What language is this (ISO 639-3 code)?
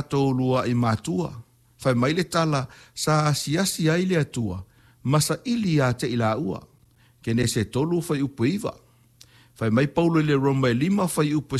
smo